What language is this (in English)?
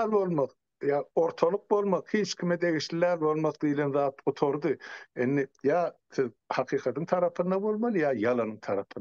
Turkmen